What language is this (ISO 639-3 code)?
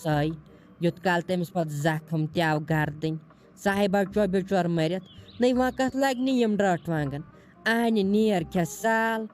kas